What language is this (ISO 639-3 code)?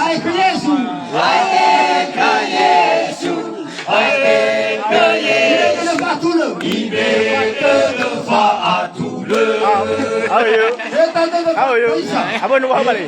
nia